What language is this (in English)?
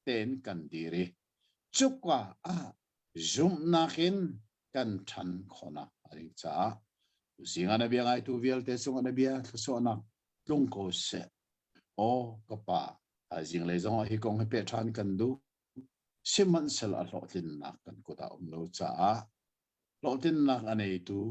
Hakha Chin